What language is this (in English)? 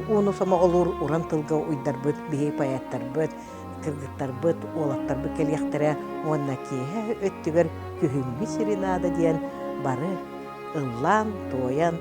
Yakut